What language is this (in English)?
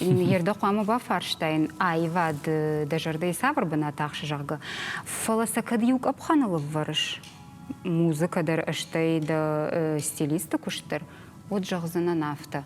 Ossetic